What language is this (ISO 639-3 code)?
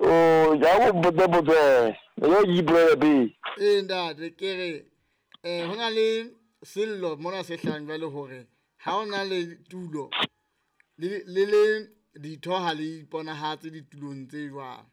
sot